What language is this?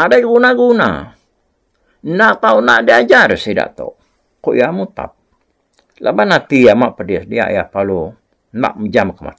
Iban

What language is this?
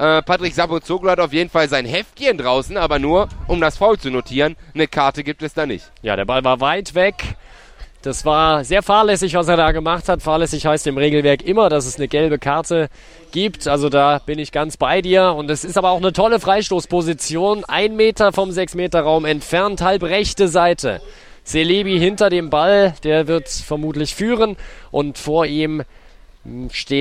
German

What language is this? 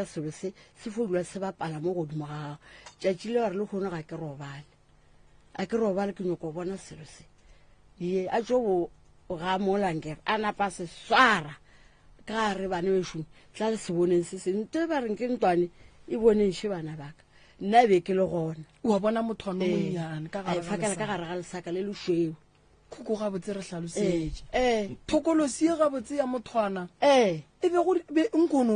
Northern Sotho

